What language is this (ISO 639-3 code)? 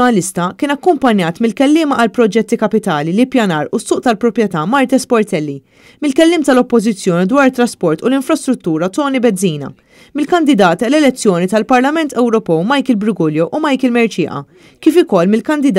mlt